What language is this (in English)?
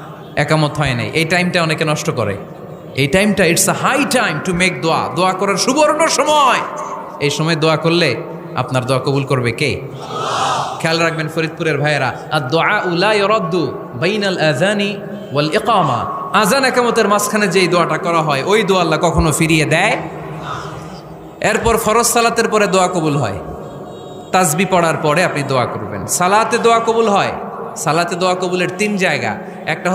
Bangla